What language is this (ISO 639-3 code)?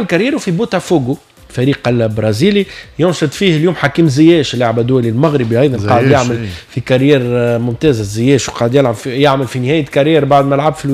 aeb